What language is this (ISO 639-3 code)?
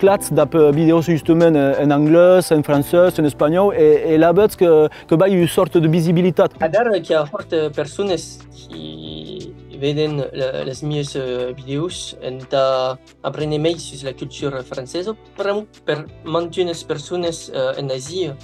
oci